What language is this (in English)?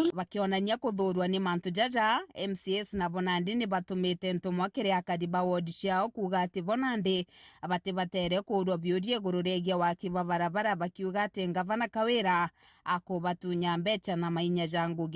Meru